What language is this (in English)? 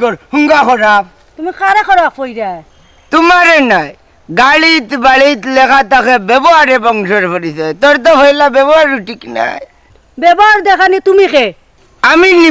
Sylheti